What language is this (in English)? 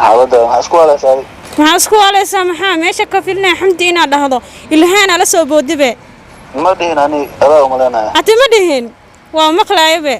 Somali